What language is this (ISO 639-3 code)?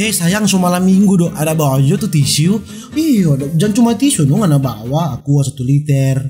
xmm